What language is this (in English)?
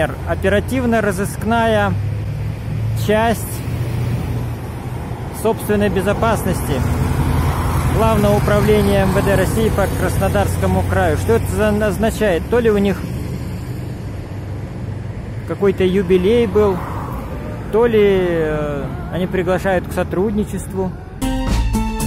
Russian